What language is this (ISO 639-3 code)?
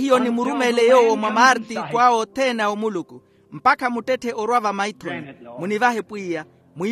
vmw